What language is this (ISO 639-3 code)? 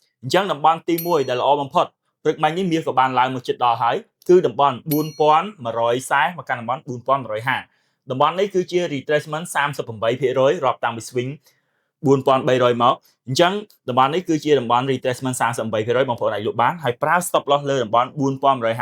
khm